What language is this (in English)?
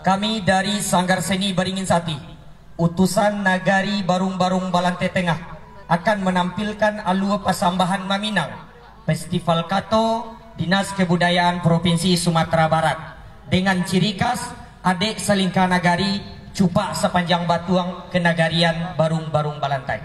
Minangkabau